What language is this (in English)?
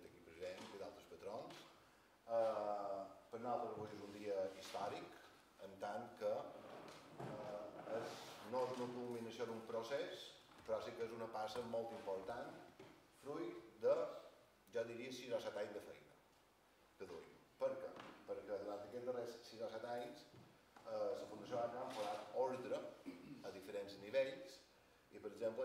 Catalan